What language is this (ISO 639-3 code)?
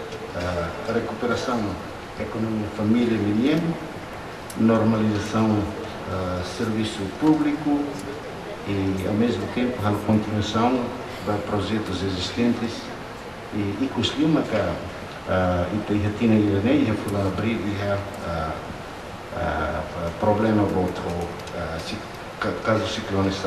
tet